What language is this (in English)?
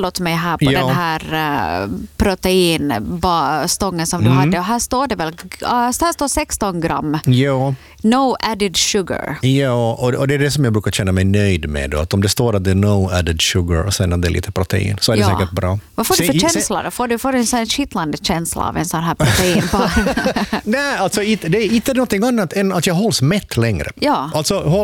Swedish